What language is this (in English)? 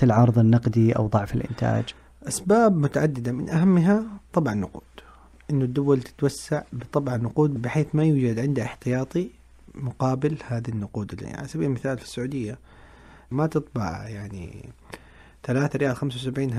Najdi Arabic